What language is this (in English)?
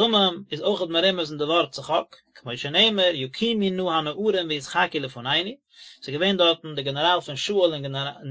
Yiddish